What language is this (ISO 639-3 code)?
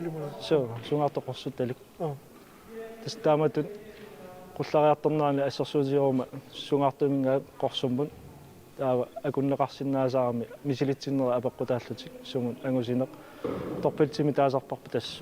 kal